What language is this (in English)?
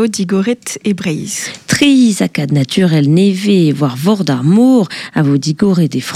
Breton